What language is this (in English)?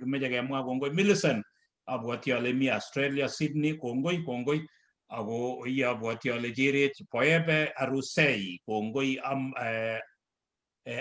Kalenjin